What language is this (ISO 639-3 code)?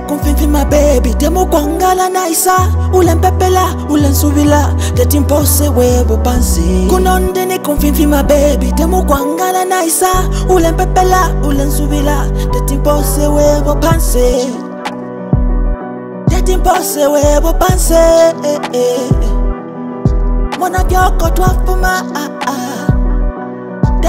bem